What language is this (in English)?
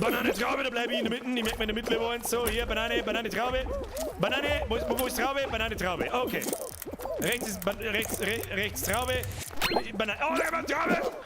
Bavarian